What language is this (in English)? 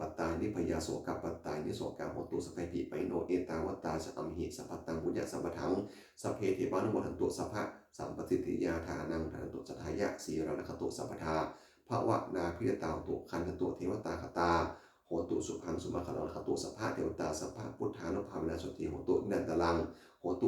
Pali